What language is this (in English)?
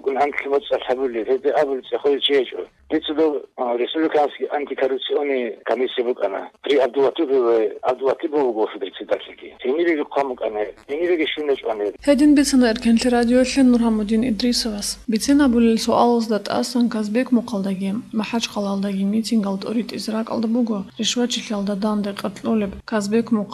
Avaric